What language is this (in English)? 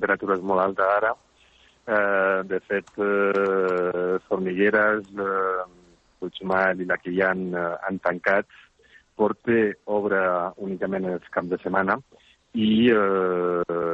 Catalan